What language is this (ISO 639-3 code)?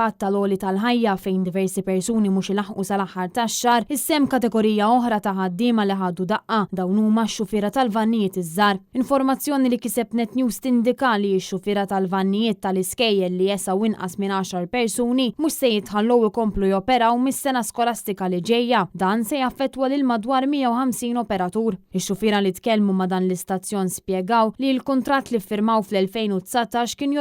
mlt